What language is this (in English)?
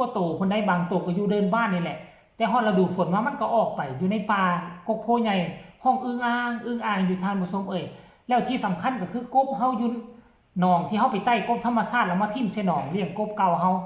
Northeastern Thai